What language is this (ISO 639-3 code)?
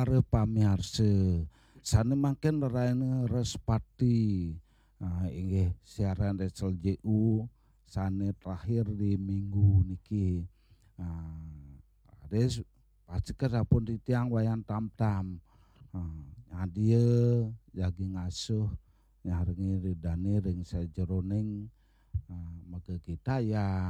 ban